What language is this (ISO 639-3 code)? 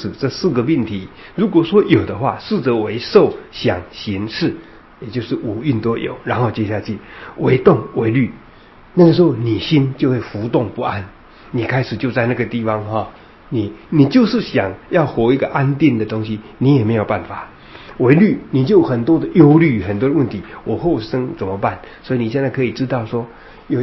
zho